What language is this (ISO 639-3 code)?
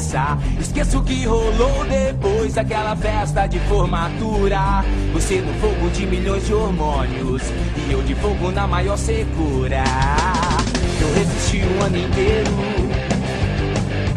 por